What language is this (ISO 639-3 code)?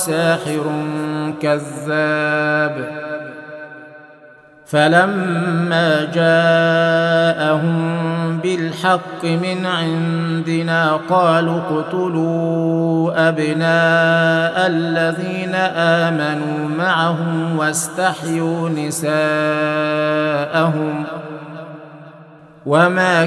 ara